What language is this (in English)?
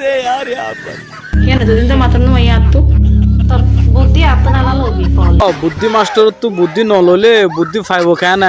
Rohingya